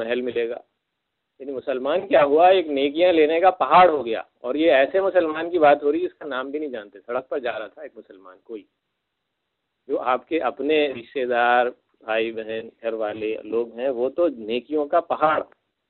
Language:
Urdu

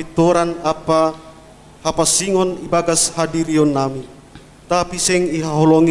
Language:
Batak Simalungun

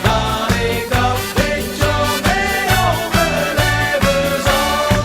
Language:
Limburgish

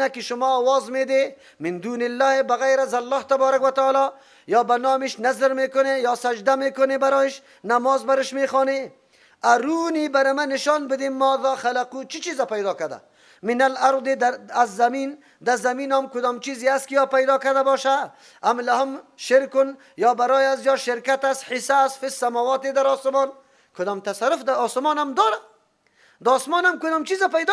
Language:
Persian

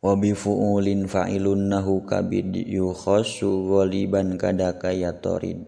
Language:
Sundanese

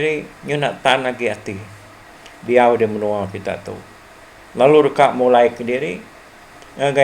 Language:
Iban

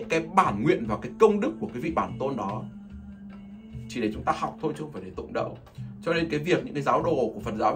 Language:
Vietnamese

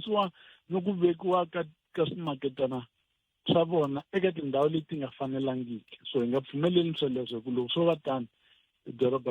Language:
Tsonga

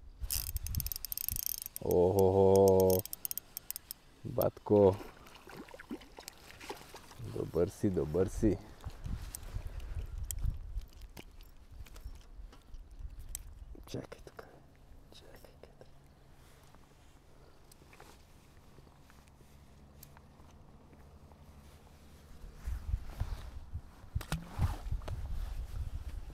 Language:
Bulgarian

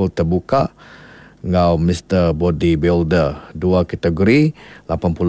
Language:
Iban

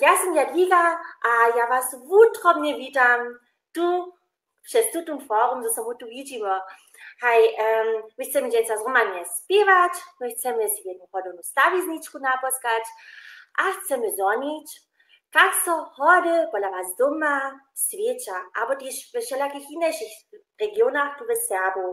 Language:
Upper Sorbian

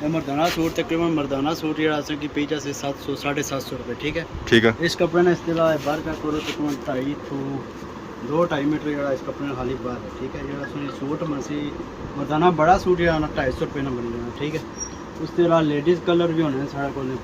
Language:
Pahari-Potwari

